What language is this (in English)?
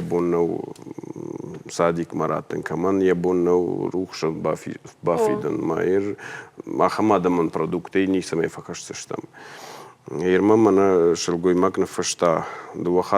Ossetic